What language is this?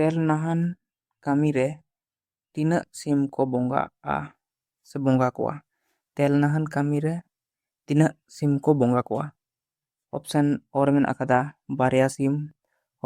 Santali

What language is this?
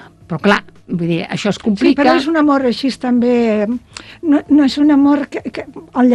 Catalan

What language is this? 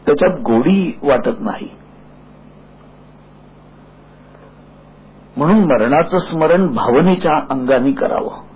Marathi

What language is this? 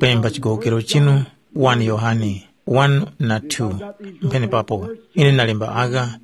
Tumbuka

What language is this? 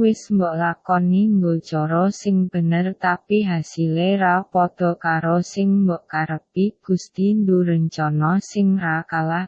Javanese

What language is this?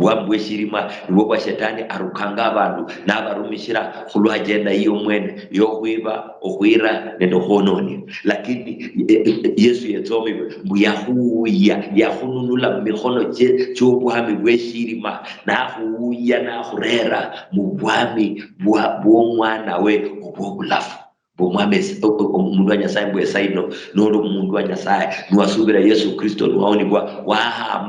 Luyia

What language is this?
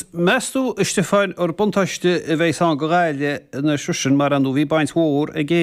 Irish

